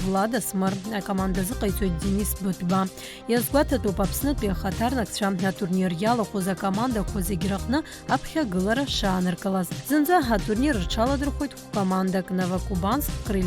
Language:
Abkhazian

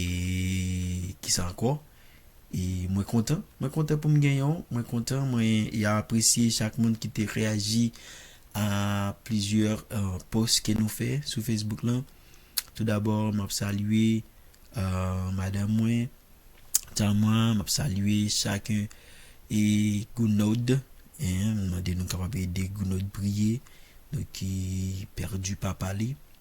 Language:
Haitian Creole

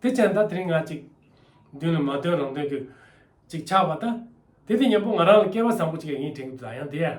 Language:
Tibetan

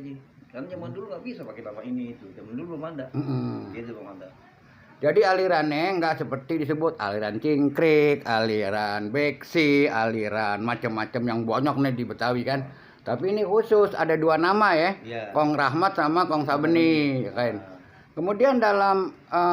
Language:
Betawi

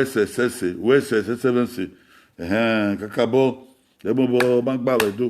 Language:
Bini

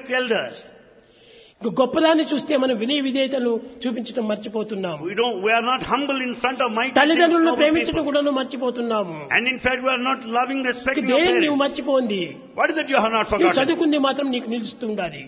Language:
Telugu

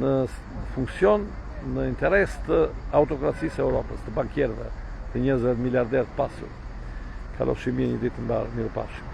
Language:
Albanian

